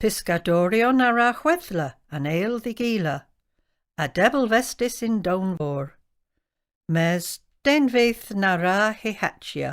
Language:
Cornish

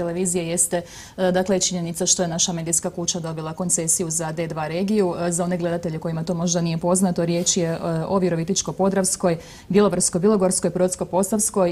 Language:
Croatian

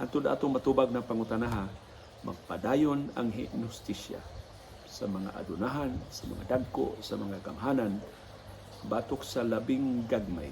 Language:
Cebuano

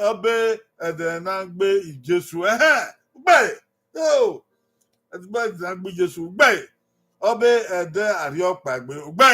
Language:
Bini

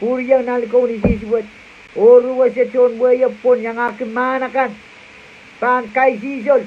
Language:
Pohnpeian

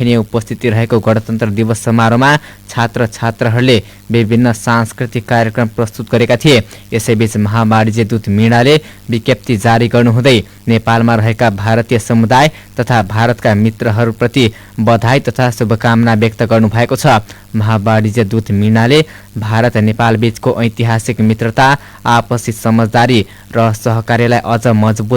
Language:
Nepali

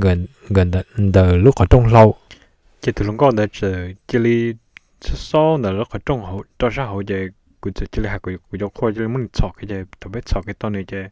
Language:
Hmong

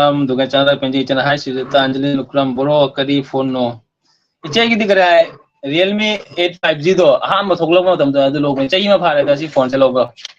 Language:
Manipuri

